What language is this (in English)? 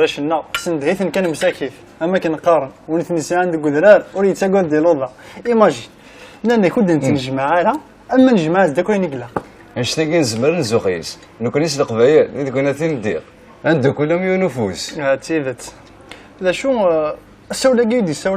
Kabyle